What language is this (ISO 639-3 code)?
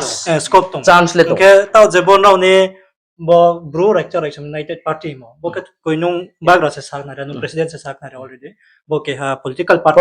ria